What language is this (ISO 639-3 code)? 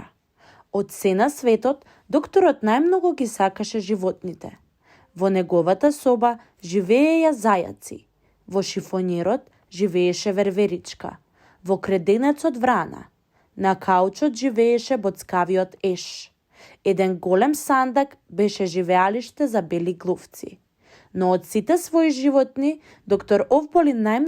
mkd